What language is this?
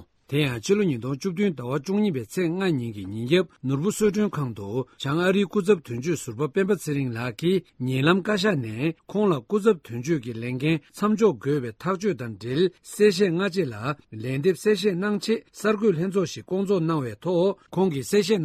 Tibetan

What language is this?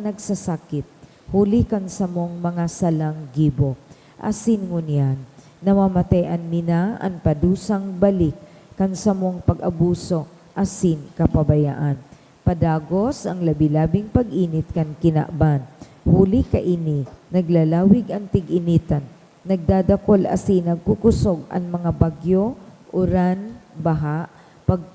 Bikol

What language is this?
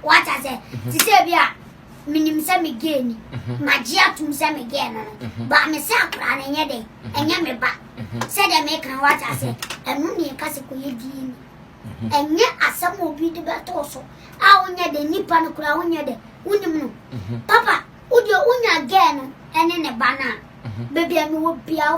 Akan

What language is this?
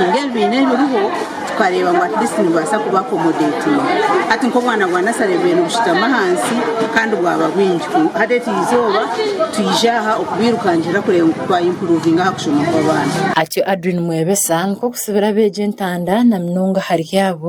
Nyankole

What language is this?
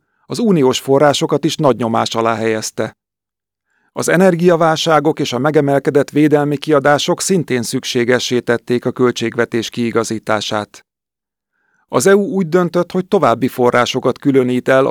Hungarian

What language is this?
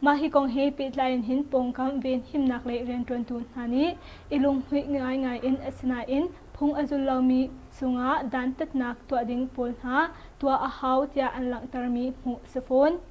Hakha Chin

